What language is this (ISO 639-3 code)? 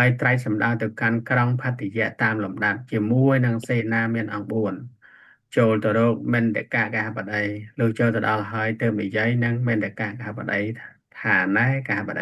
khm